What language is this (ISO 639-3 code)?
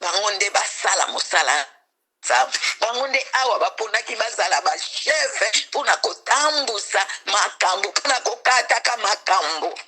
lin